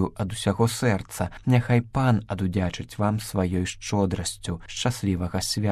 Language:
Belarusian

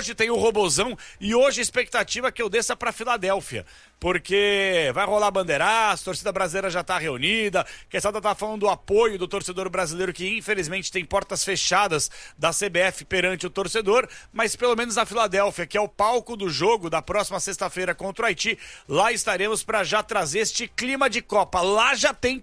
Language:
Portuguese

